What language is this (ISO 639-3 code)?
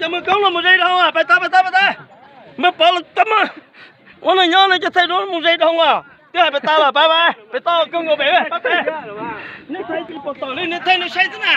hmn